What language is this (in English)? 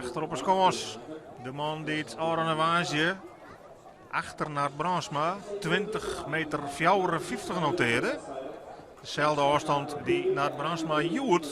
Western Frisian